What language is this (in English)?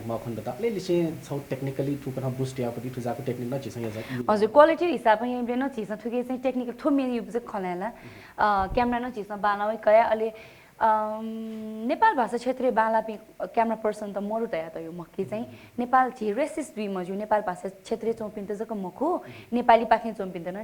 Newari